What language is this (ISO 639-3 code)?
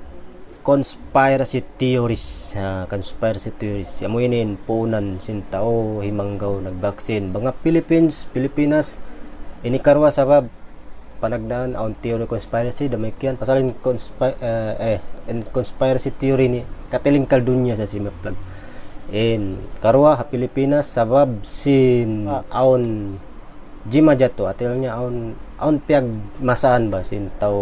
tsg